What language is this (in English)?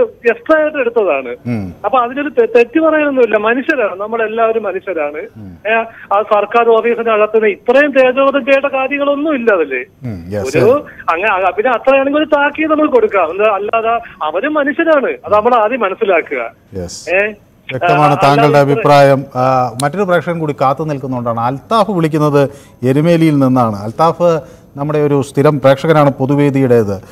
Malayalam